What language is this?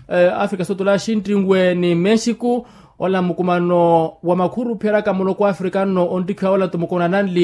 Makhuwa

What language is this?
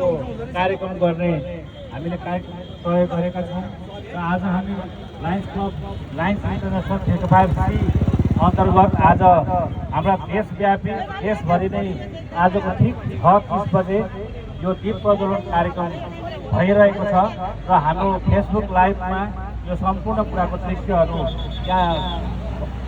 Nepali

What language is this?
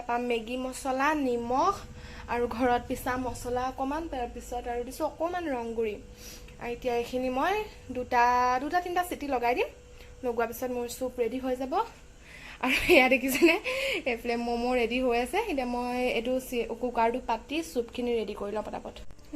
Assamese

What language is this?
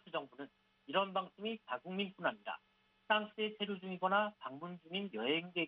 Korean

